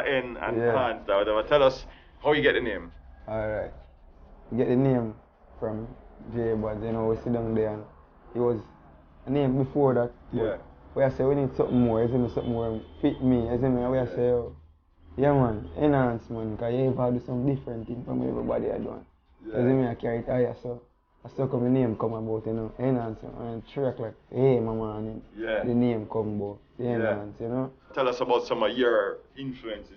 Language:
Jamaican Creole English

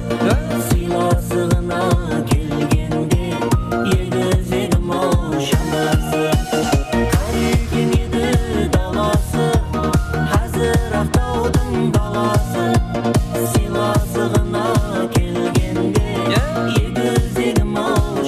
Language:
Kara-Kalpak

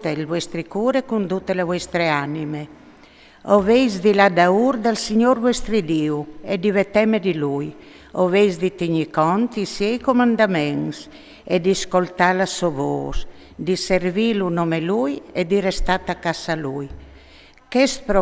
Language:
Friulian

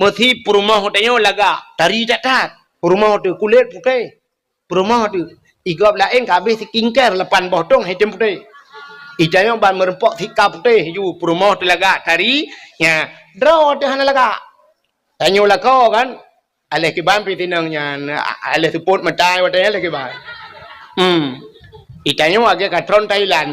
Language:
Achinese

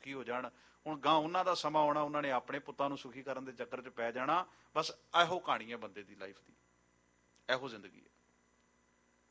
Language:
Punjabi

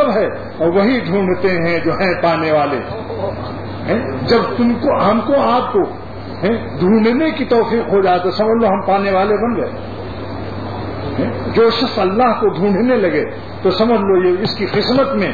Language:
Urdu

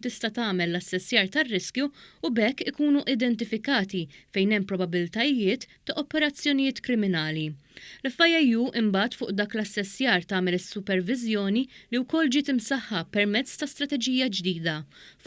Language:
Maltese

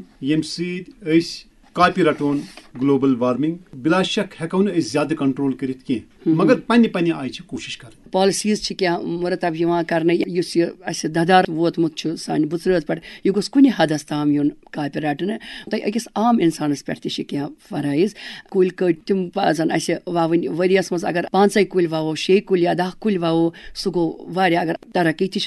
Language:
Kashmiri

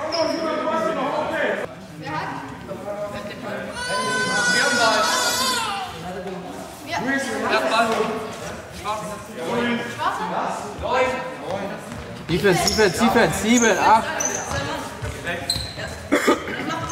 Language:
German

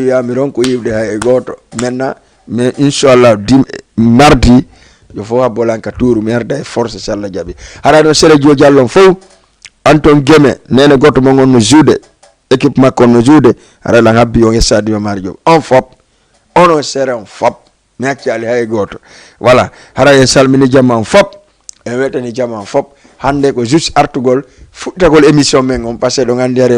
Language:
Fula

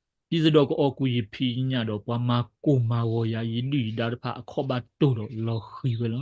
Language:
S'gaw Karen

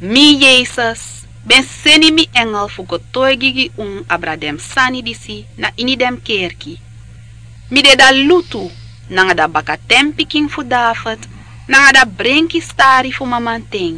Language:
Sranan Tongo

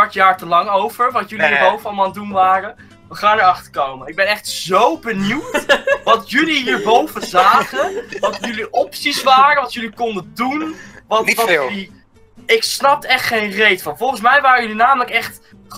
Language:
Dutch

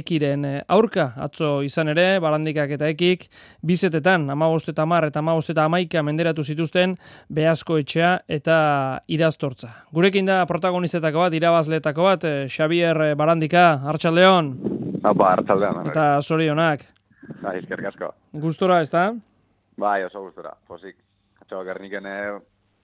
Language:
Basque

